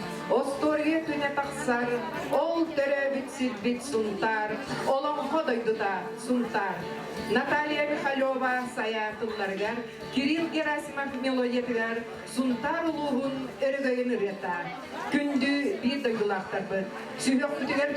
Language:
Yakut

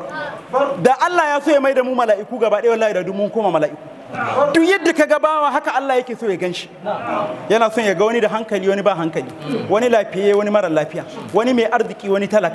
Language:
Hausa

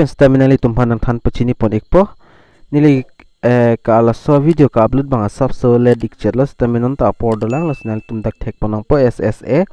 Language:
Karbi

